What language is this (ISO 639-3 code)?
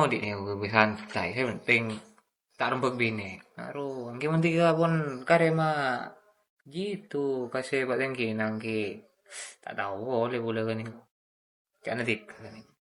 mad